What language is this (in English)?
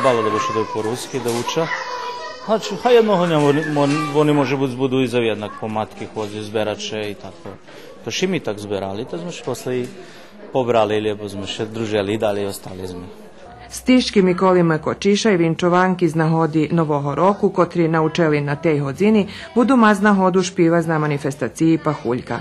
Rusyn